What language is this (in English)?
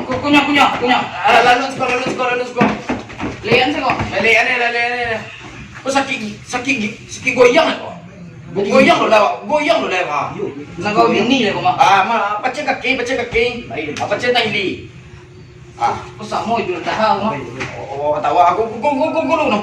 Minangkabau